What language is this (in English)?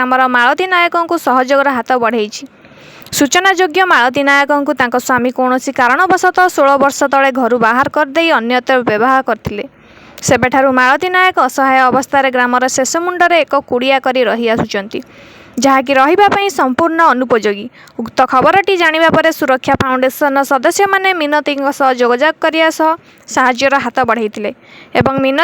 Odia